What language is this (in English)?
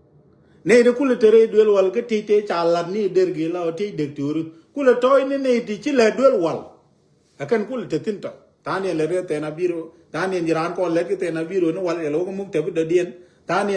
Nuer